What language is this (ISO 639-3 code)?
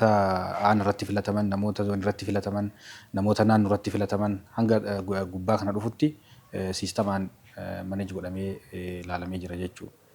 orm